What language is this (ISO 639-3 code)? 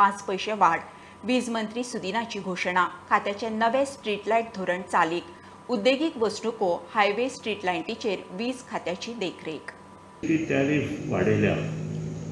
kok